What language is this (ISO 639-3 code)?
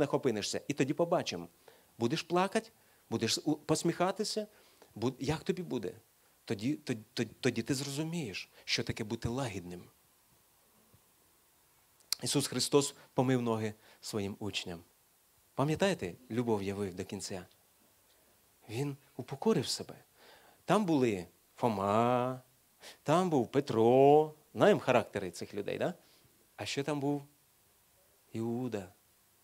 ukr